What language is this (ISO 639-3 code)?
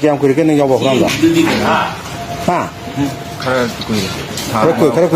mni